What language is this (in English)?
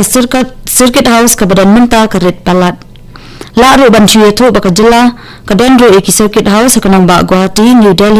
Khasi